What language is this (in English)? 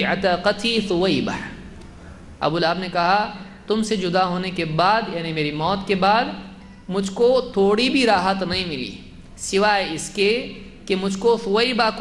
Urdu